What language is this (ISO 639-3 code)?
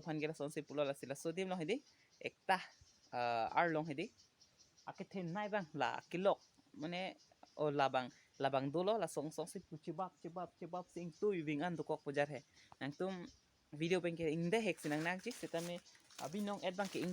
mjw